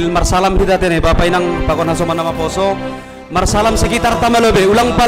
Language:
Batak Simalungun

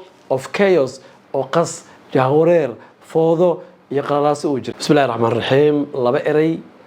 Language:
Somali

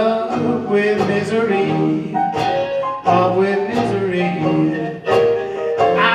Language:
English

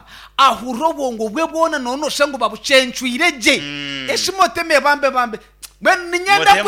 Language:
Nyankole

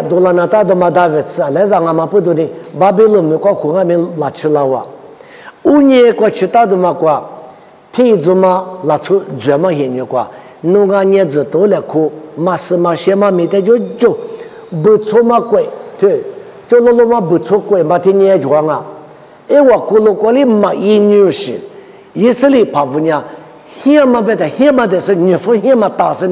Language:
Lisu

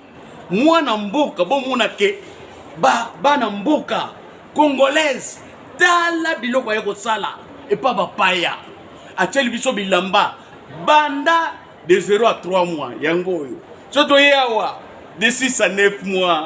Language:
Lingala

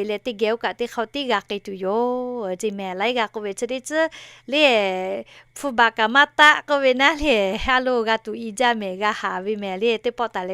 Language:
Lahu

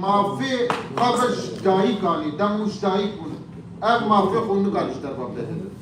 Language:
Kurdish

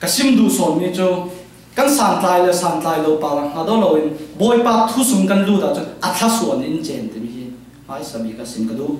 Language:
Falam Chin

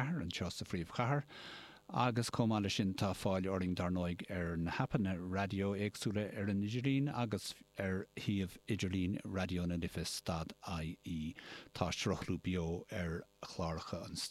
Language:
Irish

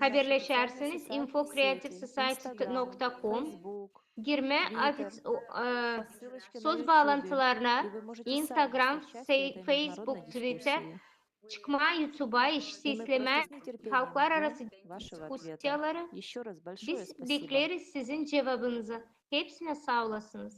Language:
Gagauz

